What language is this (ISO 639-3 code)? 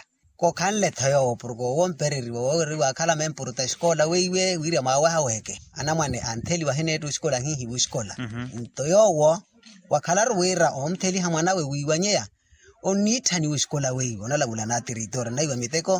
vmw